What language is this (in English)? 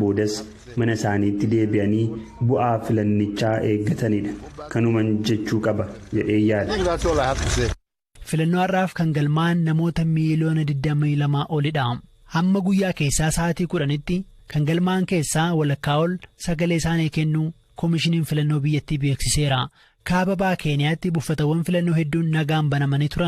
Oromo